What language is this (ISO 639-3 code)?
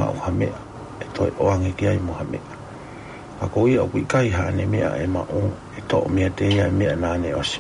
ton